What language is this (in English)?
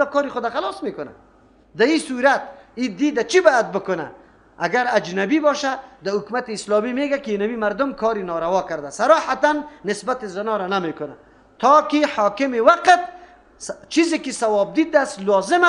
Persian